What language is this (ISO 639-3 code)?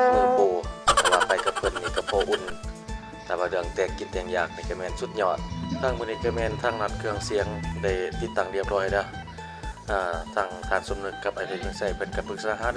lao